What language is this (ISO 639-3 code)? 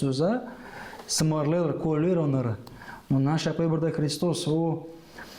gag